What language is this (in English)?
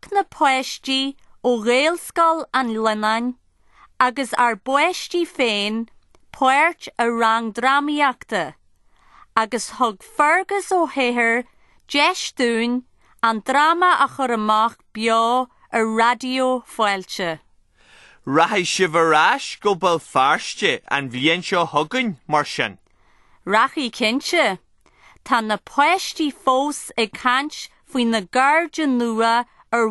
Irish